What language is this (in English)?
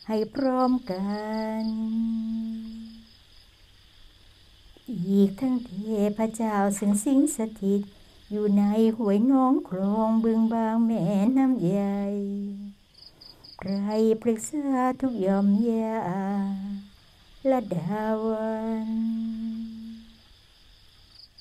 Thai